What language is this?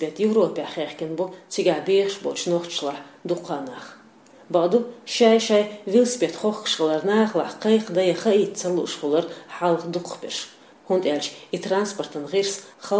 Chechen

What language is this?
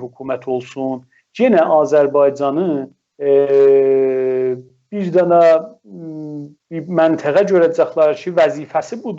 South Azerbaijani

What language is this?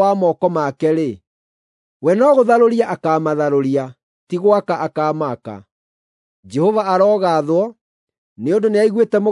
Kikuyu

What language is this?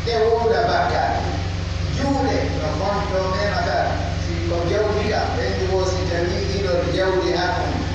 Pular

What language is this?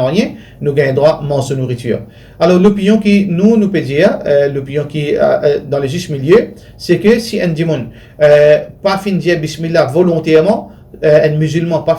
Morisyen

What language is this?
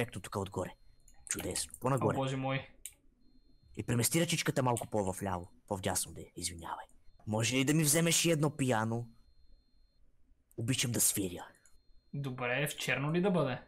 Bulgarian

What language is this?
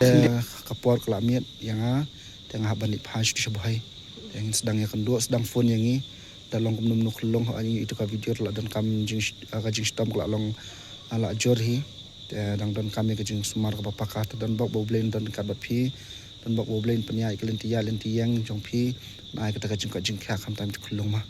Khasi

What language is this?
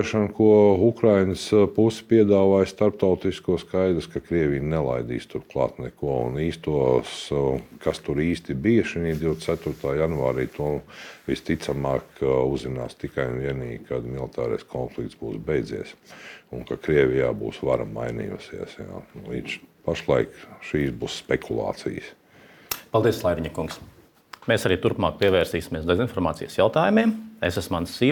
Latvian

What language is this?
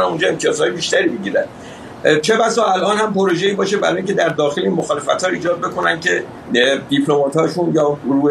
Persian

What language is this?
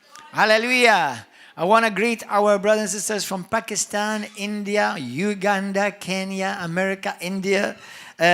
English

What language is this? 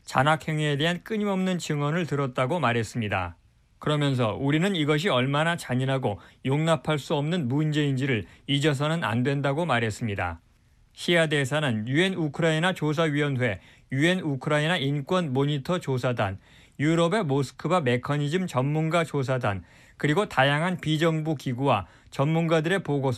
Korean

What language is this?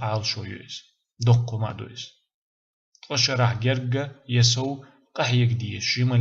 Chechen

